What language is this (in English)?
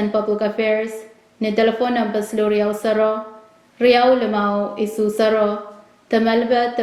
Pohnpeian